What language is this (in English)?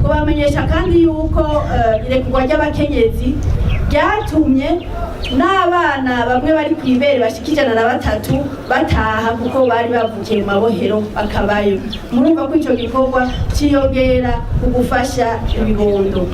Rundi